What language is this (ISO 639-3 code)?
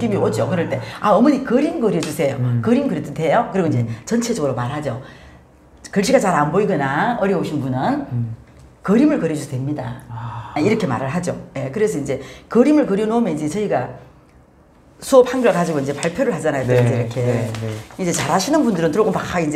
kor